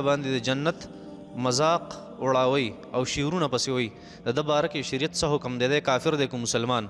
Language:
Pashto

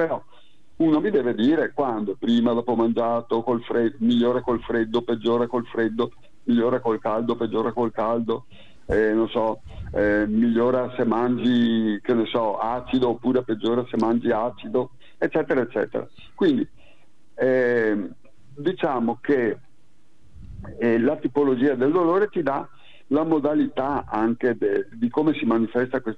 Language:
Italian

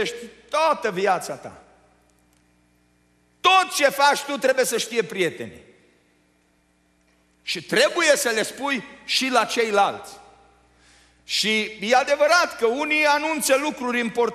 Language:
Romanian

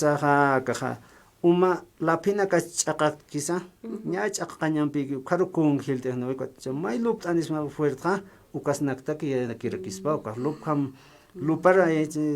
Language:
Aymara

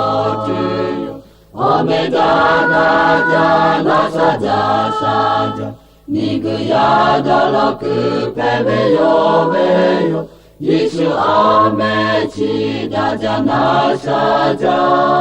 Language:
Lahu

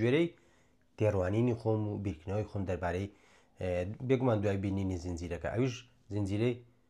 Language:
Central Kurdish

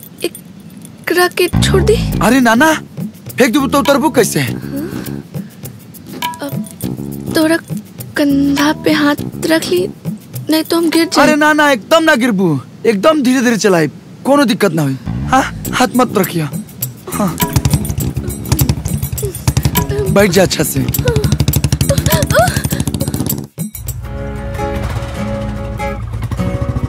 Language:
Bhojpuri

